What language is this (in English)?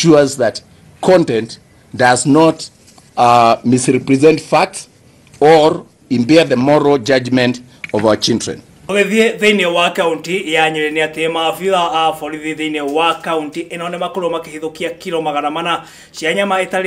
Kikuyu